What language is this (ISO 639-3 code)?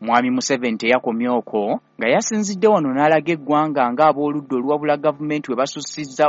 lug